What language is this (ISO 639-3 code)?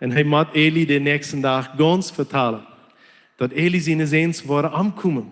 pdt